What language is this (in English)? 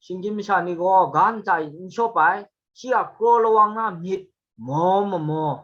Kachin